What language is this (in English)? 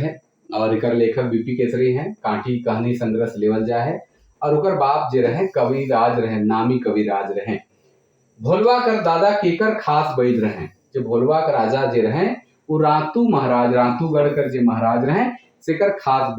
Sadri